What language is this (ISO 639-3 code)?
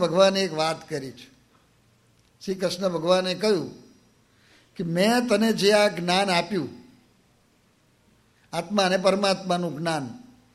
guj